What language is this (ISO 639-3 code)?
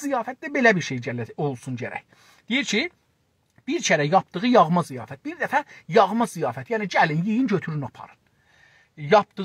azb